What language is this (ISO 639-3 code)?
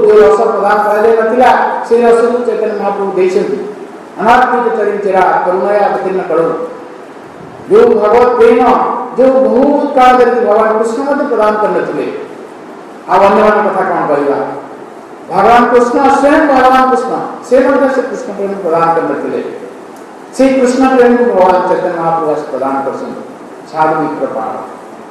ori